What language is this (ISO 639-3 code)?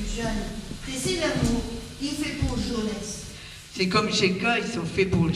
pcd